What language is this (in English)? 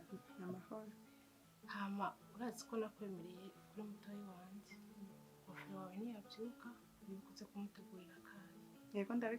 Rundi